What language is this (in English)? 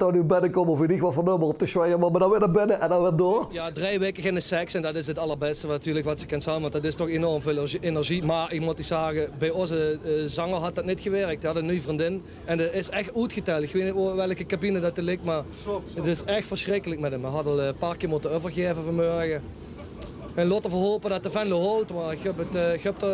Limburgish